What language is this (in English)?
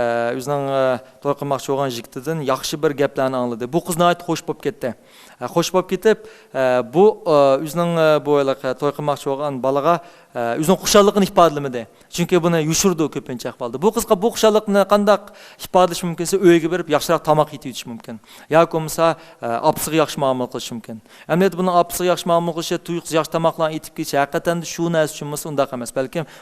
Uyghur